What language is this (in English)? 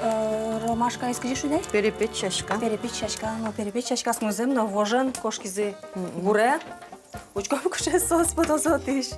Udmurt